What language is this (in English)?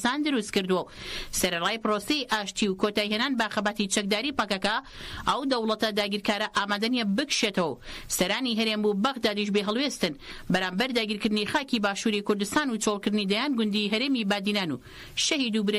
Central Kurdish